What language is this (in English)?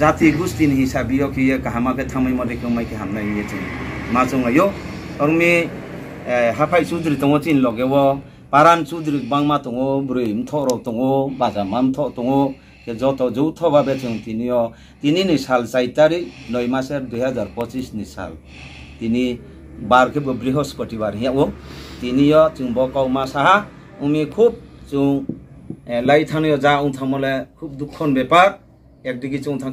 Riang (India)